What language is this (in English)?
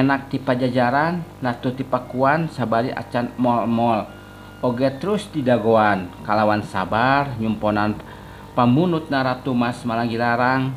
Sundanese